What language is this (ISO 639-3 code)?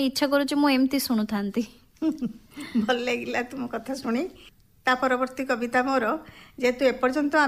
ori